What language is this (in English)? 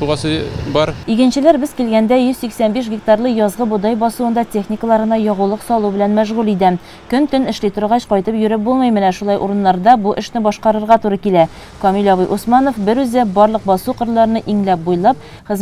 Tatar